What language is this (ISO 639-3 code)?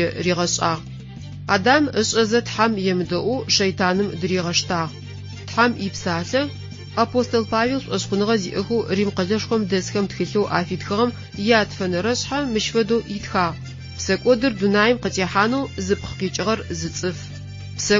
ady